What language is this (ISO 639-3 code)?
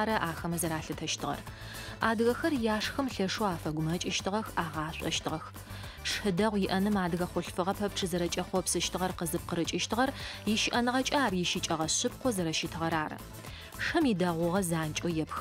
ady